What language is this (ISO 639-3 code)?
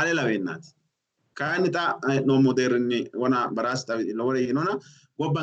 sid